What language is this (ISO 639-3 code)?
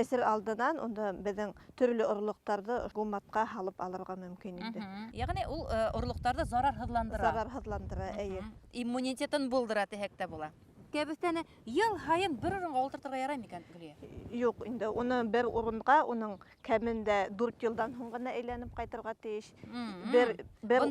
bak